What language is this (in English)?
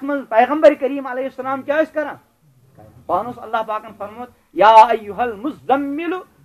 Kashmiri